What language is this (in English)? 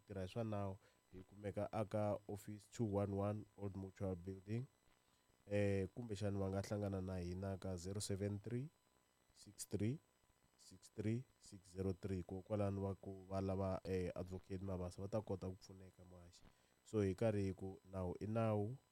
Tsonga